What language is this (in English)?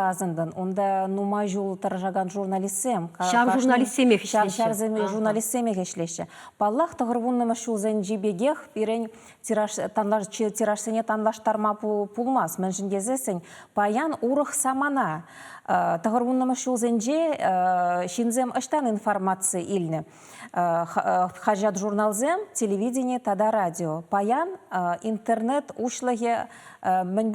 Chuvash